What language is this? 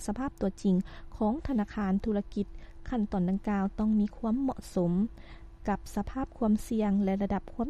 Lao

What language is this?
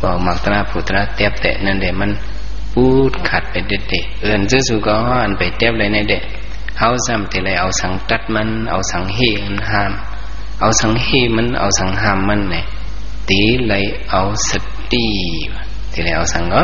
Shan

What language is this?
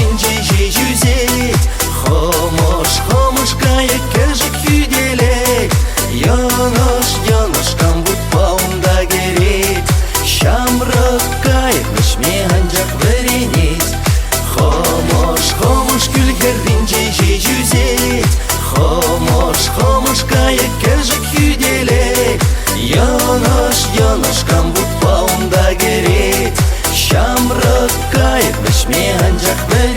Chuvash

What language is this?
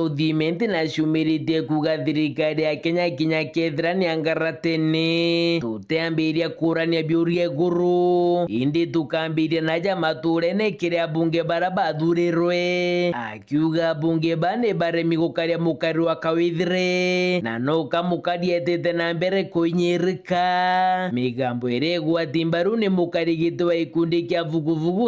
Meru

